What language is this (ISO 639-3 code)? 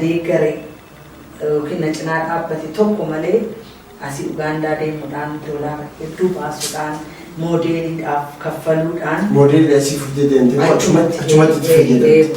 orm